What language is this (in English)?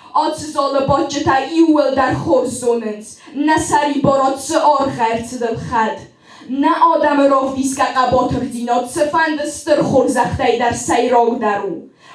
Ossetic